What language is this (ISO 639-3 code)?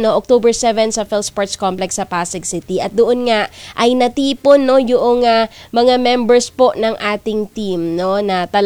fil